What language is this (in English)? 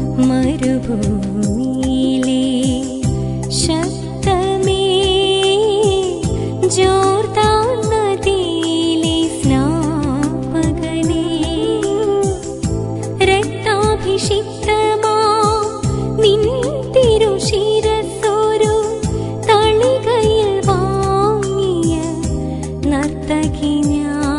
Malayalam